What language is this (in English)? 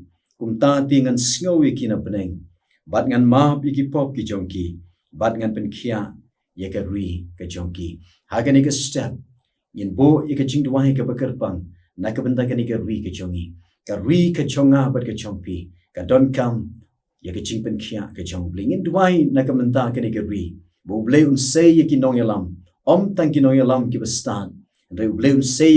Khasi